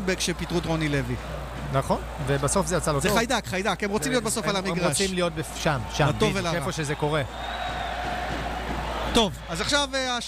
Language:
Hebrew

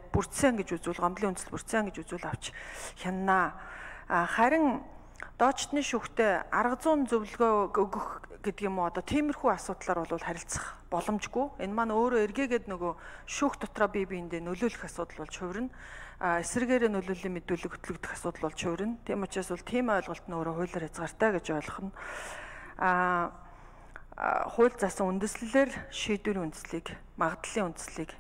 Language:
Mongolian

